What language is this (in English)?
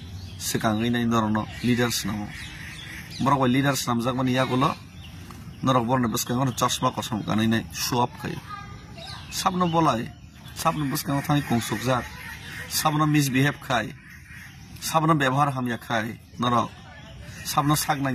Kok Borok